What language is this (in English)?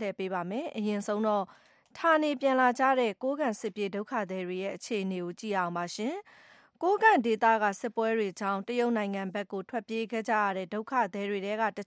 Burmese